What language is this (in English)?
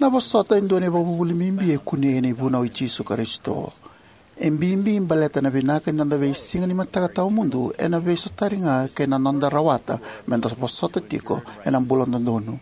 Fijian